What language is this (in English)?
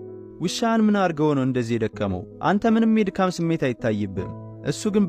Amharic